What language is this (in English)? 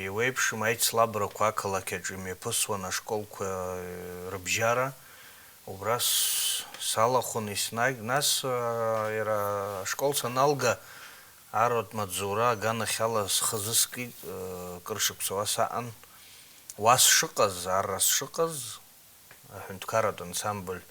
Abkhazian